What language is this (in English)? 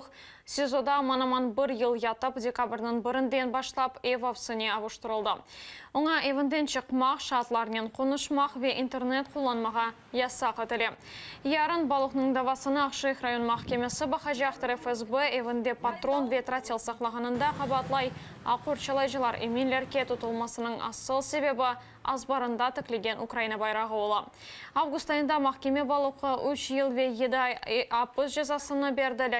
Crimean Tatar